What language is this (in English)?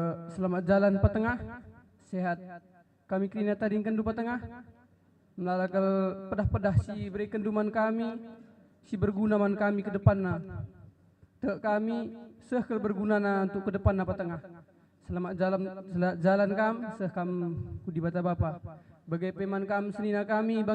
Batak Karo